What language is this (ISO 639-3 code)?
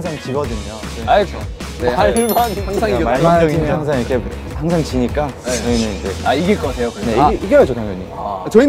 kor